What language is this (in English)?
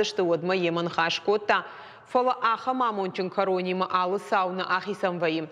Ossetic